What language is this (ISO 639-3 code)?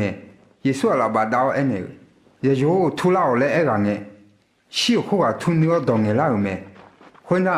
ahk